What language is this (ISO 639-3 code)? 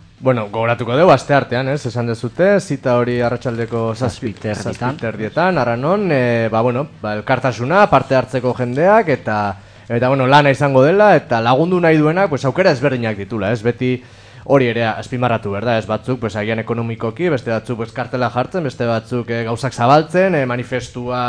eus